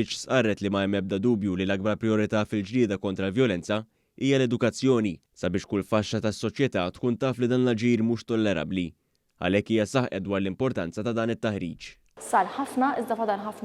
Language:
Maltese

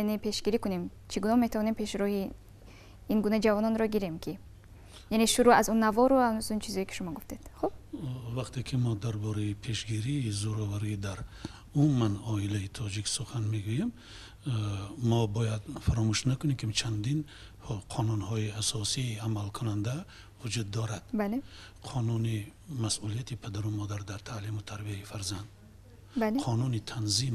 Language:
Tajik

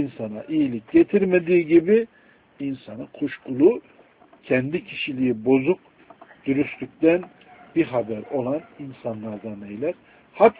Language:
Turkish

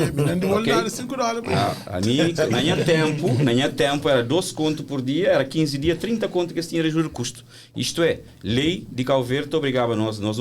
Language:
Kabuverdianu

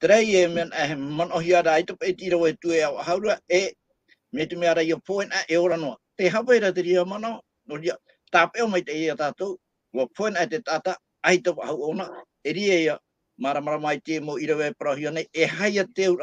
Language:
Tahitian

